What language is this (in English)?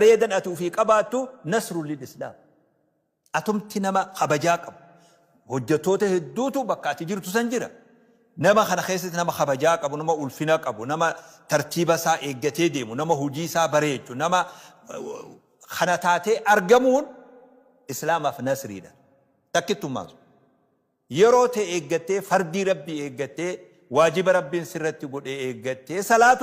Oromo